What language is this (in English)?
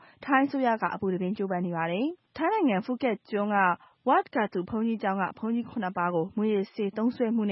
Burmese